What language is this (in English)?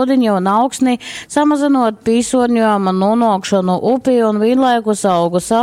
Latgalian